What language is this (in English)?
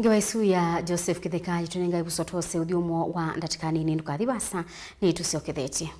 Kamba